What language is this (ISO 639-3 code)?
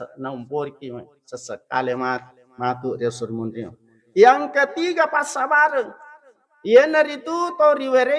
bug